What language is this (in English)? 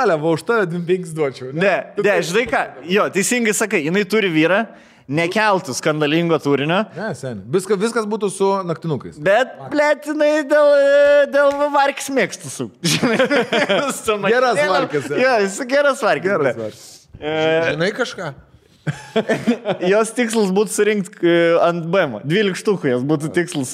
Lithuanian